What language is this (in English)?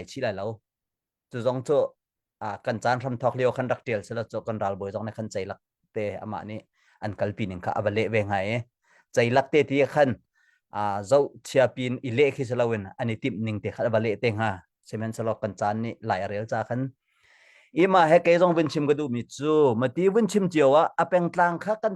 Hakha Chin